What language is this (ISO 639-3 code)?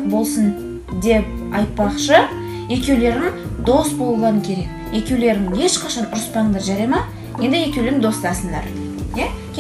kaz